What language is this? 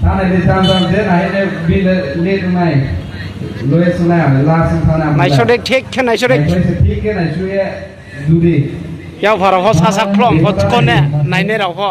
Riang (India)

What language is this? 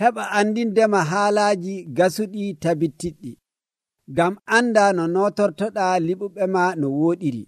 Nigerian Fulfulde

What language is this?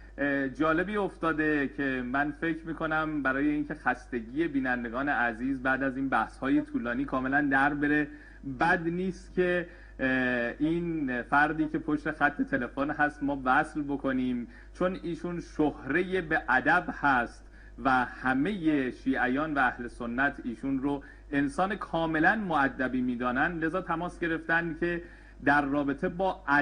Persian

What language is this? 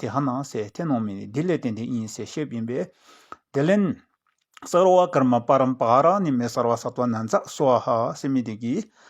Dzongkha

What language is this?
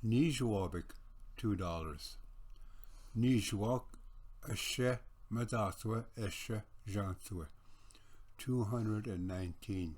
Ojibwa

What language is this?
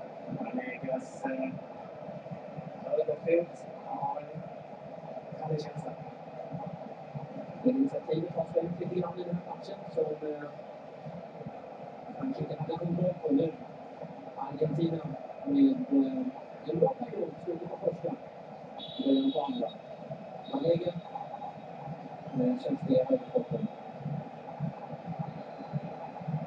Swedish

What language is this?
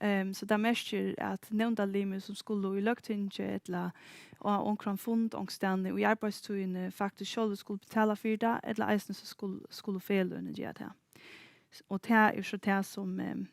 Faroese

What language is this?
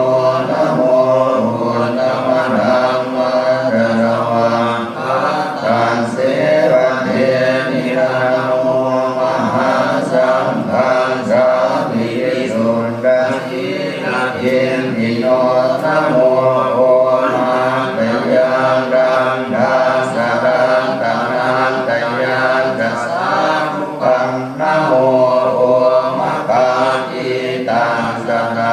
Pali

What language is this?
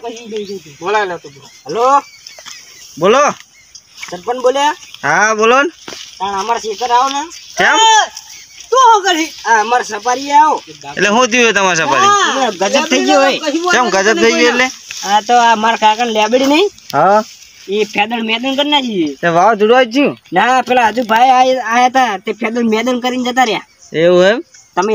Gujarati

